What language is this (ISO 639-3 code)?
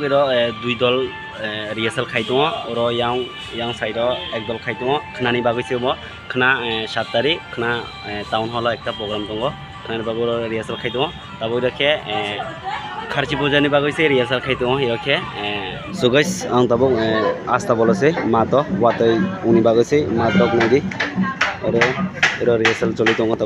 trp